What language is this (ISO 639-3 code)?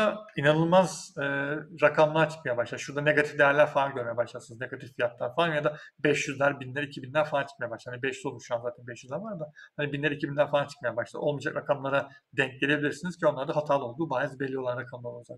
tur